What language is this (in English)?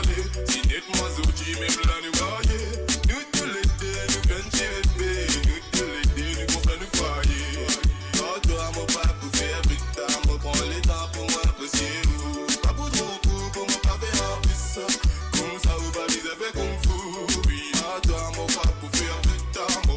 Morisyen